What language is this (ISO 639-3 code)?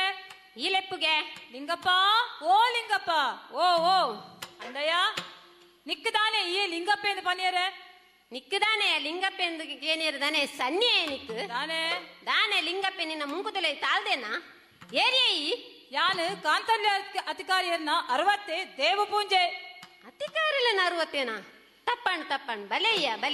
tcy